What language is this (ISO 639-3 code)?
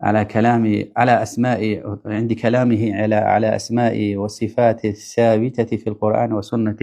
lez